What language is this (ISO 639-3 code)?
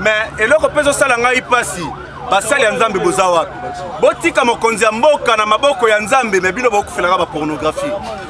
lin